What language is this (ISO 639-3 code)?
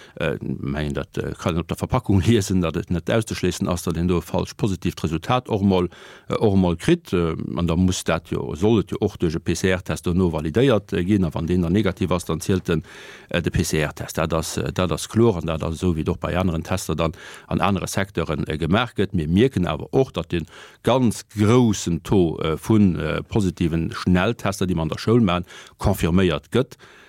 ltz